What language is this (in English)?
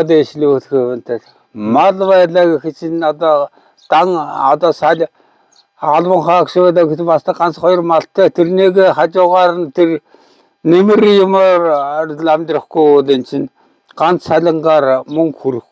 Mongolian